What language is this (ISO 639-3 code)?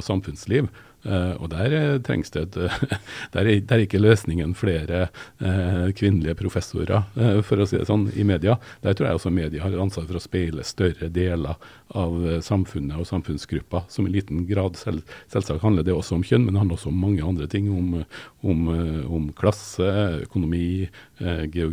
nor